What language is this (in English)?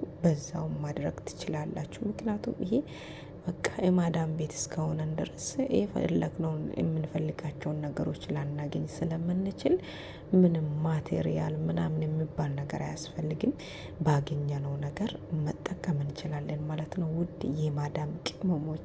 Amharic